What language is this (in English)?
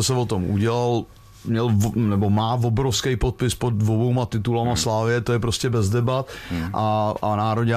Czech